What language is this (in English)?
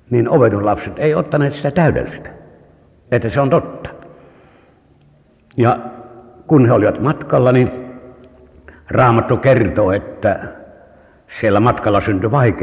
Finnish